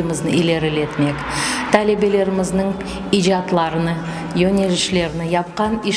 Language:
Crimean Tatar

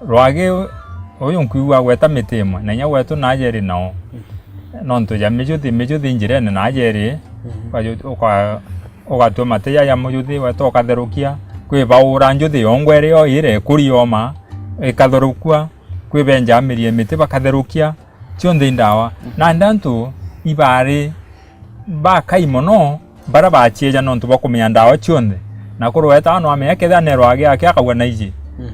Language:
Meru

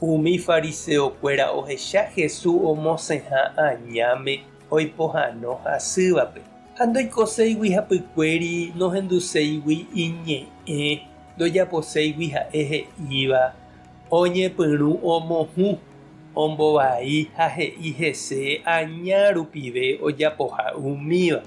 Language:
Guarani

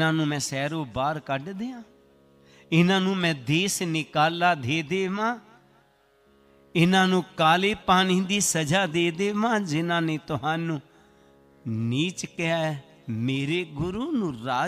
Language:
Punjabi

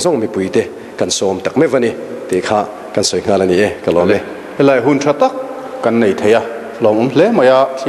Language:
Mizo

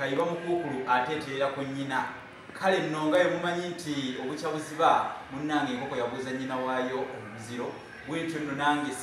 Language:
Ganda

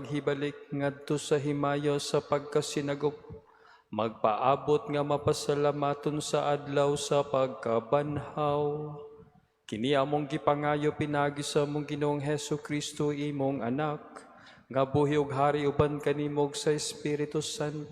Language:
Cebuano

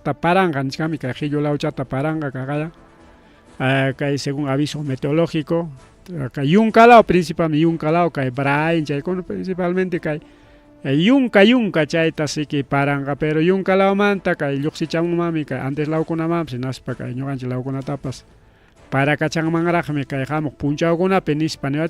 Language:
Ayacucho Quechua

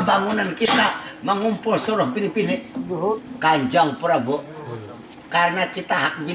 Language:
Banjar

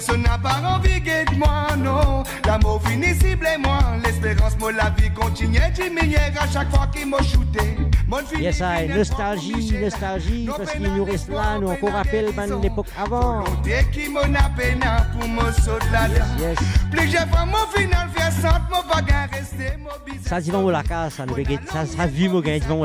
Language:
Morisyen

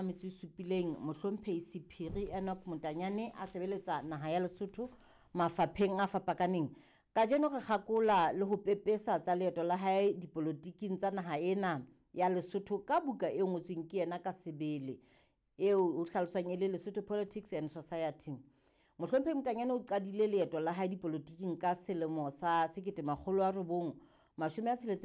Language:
Southern Sotho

